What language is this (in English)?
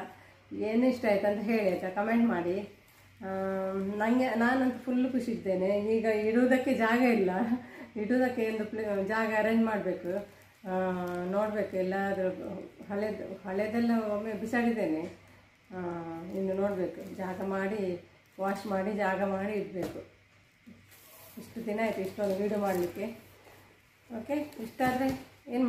Kannada